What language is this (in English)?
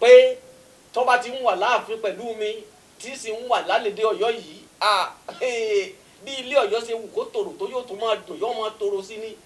Yoruba